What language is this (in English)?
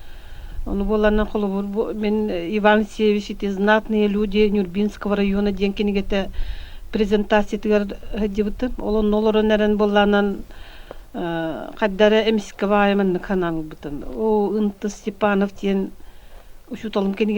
Yakut